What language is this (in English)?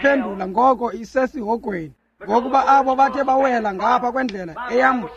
Xhosa